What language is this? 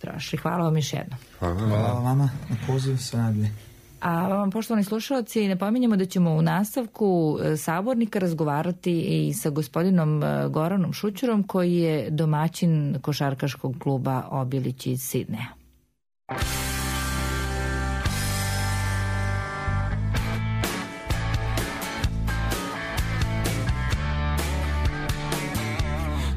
Serbian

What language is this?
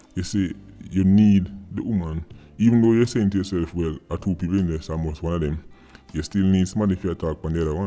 Jamaican Creole English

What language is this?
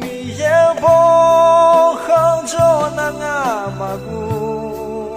Akha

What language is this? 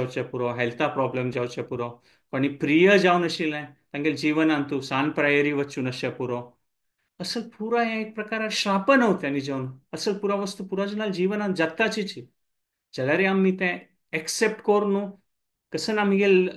Konkani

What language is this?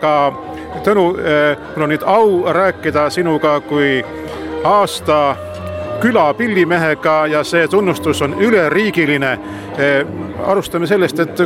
Estonian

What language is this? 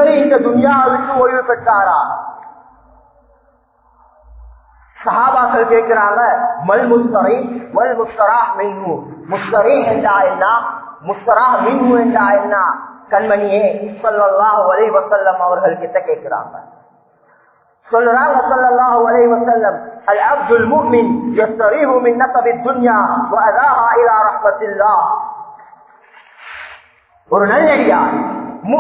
Tamil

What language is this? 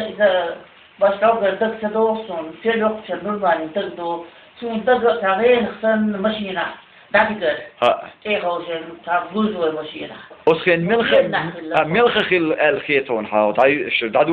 Chechen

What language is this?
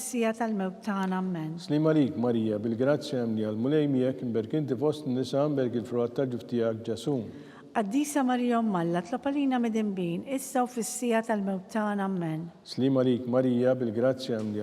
Maltese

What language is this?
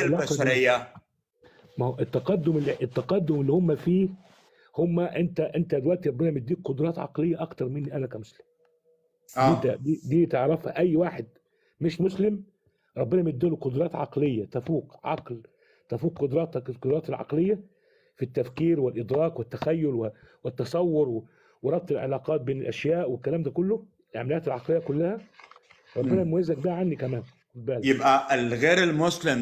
Egyptian Arabic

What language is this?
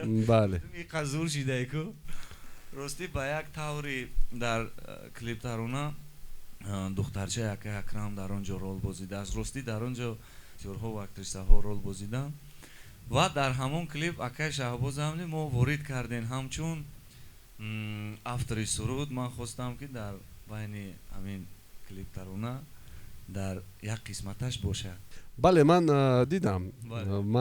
Tajik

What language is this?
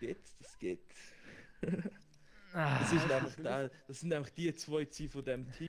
Swiss German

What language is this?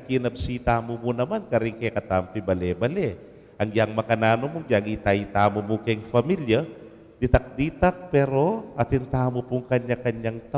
Pampanga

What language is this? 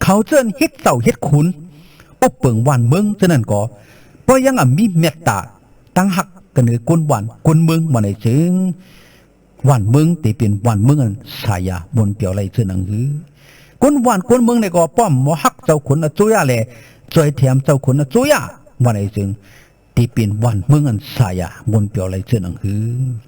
Shan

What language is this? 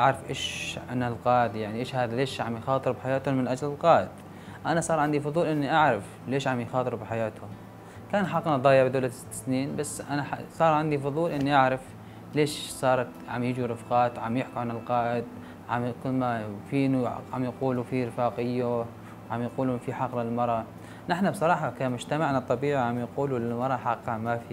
North Levantine Arabic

